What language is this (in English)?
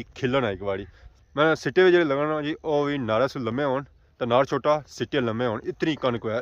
Pahari-Potwari